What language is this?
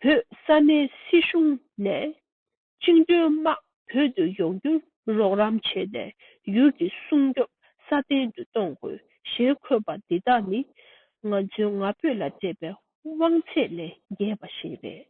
Tibetan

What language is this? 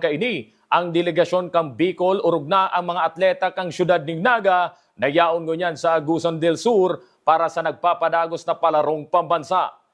Bikol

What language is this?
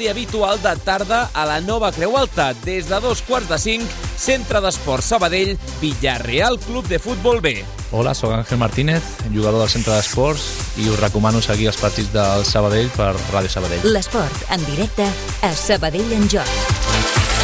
Catalan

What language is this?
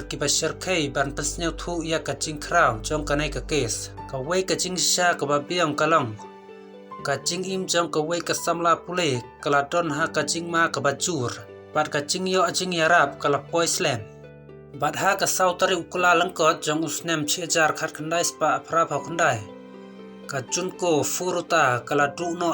Khasi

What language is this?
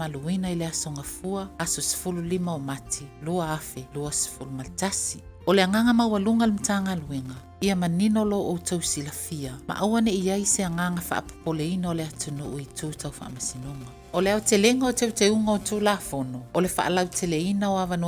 Samoan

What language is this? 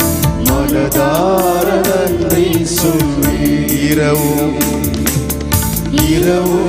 Tamil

